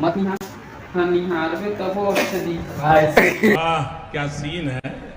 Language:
Chhattisgarhi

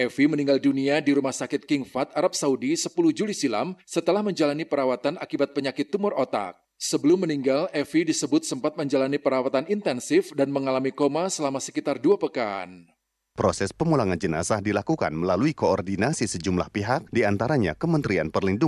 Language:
Indonesian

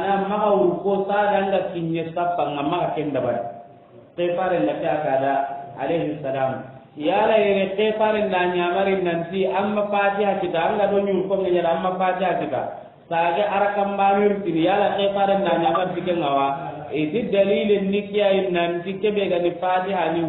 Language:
Soninke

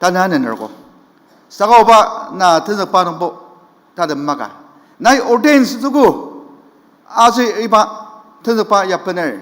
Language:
Ao Naga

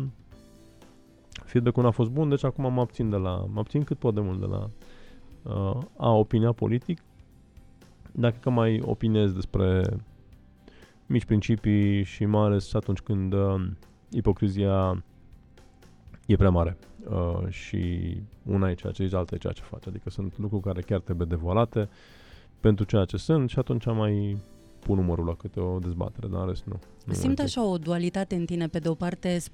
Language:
Romanian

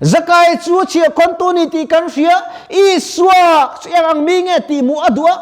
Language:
Mizo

